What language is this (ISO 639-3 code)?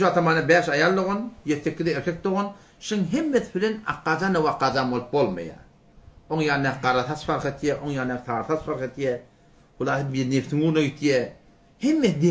tuk